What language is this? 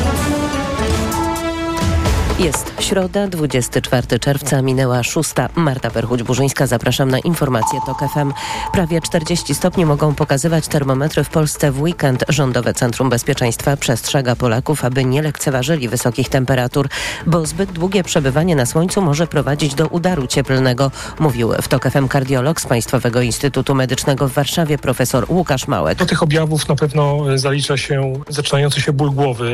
Polish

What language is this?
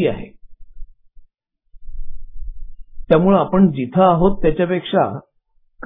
Marathi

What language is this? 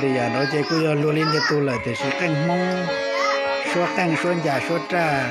Hmong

